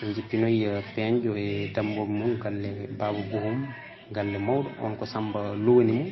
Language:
Fula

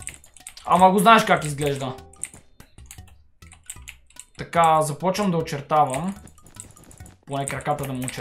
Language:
Bulgarian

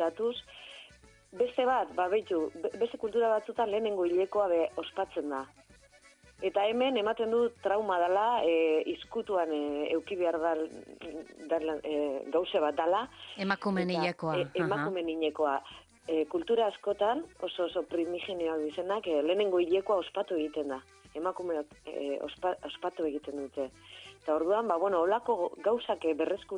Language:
Basque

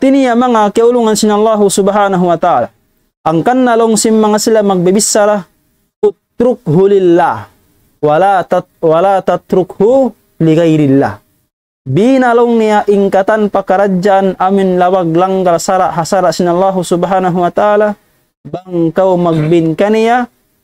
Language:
Tausug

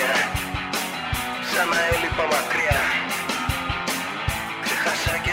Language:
Greek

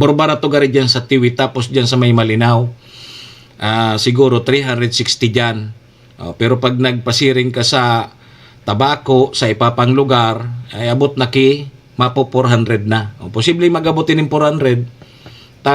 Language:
Bikol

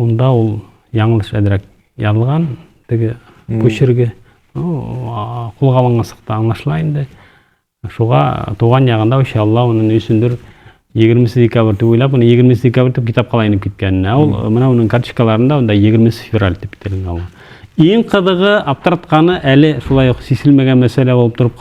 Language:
Bashkir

